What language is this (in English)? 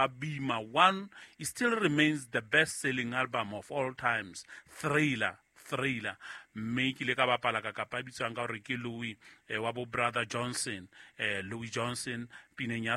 Southern Sotho